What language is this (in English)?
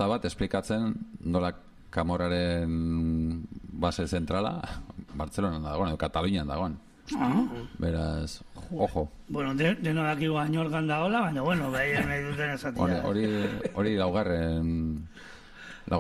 Basque